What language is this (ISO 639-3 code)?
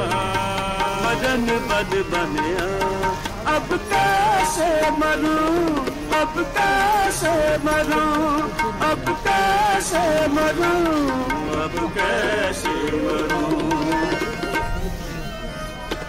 pan